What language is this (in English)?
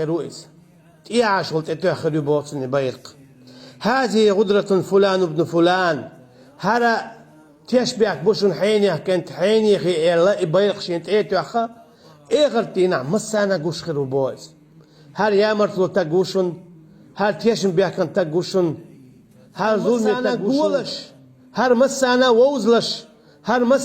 Chechen